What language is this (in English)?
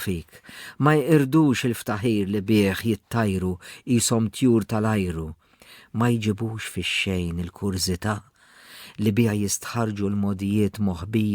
Maltese